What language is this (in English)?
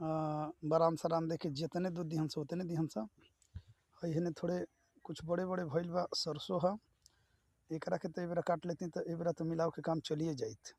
Bhojpuri